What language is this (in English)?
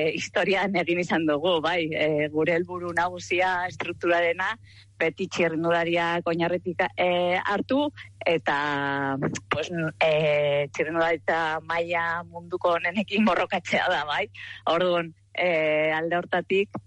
Basque